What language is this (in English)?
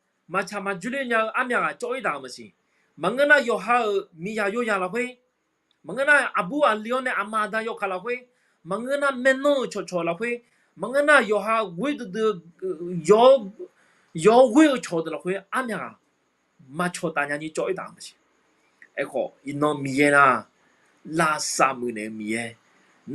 Akha